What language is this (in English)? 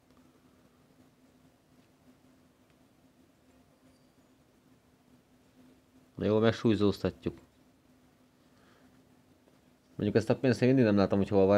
Hungarian